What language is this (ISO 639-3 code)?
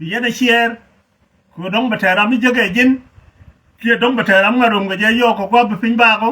nus